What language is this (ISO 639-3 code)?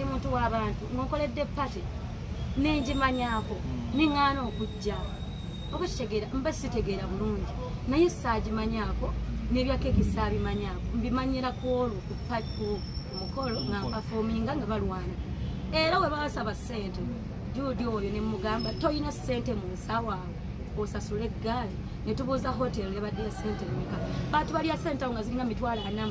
lug